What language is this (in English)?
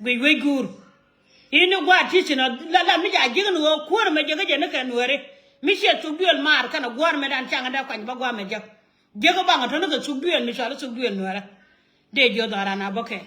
Nuer